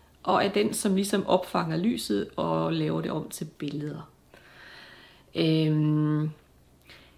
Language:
Danish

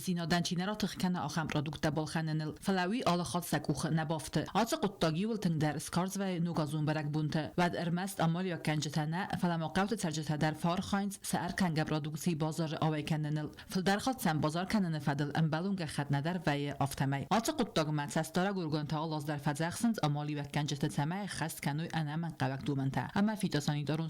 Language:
Ossetic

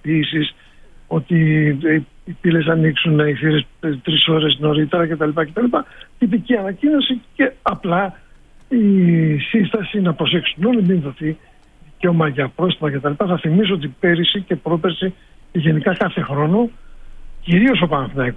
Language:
Greek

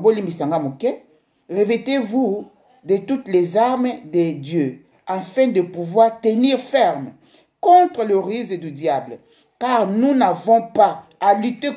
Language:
Lingala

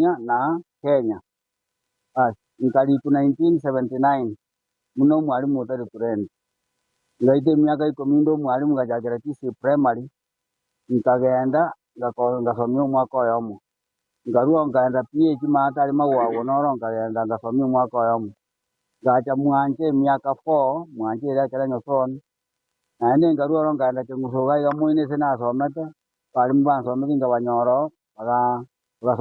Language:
Gusii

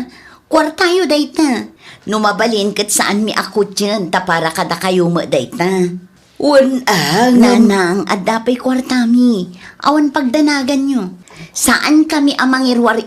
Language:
Iloko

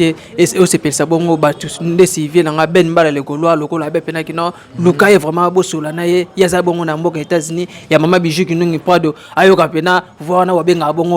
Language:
Lingala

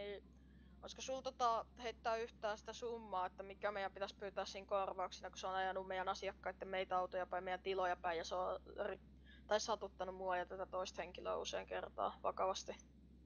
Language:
Finnish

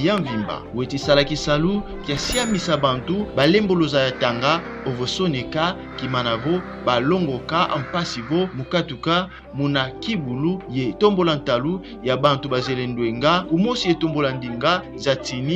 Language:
Kongo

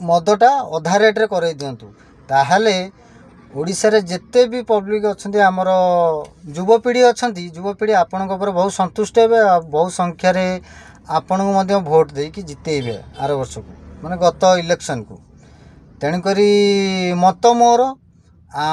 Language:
Odia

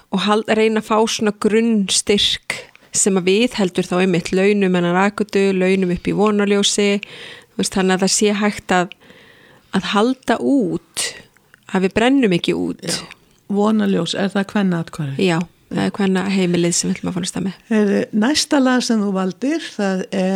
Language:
Icelandic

